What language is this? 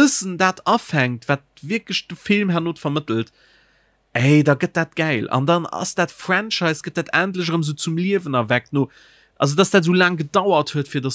Luxembourgish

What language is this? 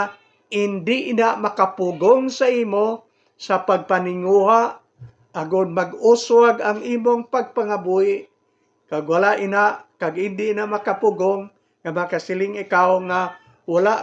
Hiligaynon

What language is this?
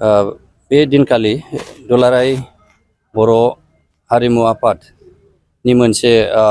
Bodo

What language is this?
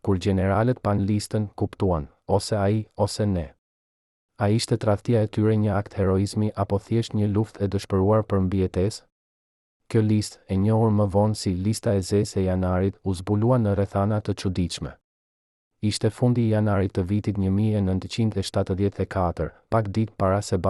Albanian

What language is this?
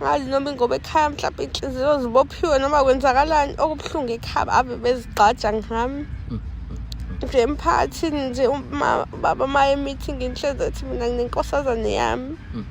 Zulu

